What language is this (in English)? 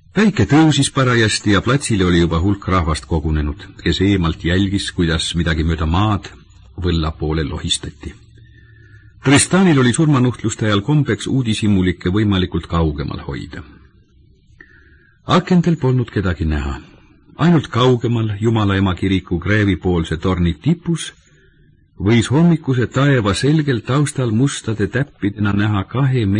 Estonian